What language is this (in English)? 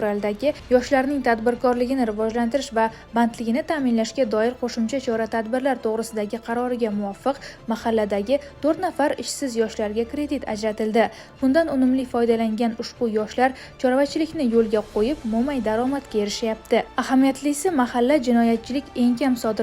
Uzbek